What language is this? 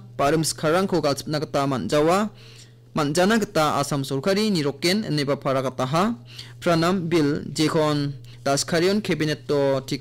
Garo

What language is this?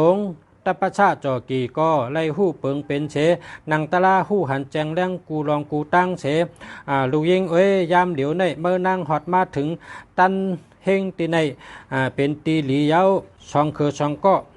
Shan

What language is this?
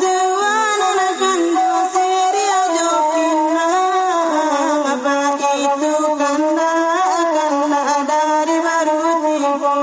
Minangkabau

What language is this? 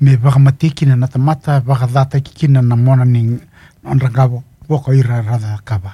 Fijian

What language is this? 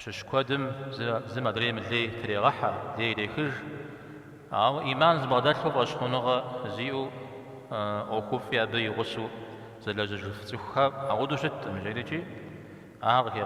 Kabardian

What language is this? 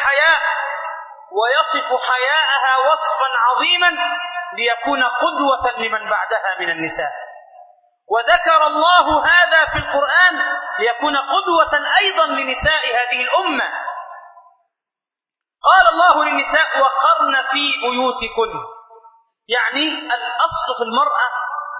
Arabic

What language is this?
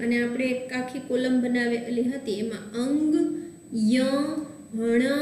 Gujarati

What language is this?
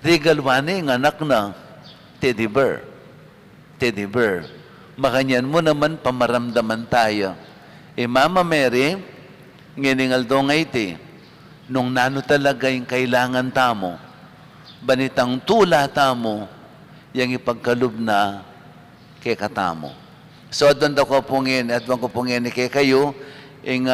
Pampanga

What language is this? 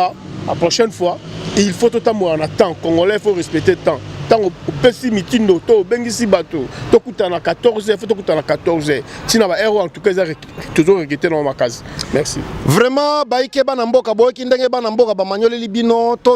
Lingala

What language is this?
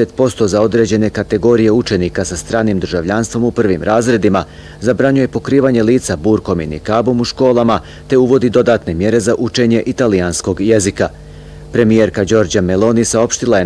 Bosnian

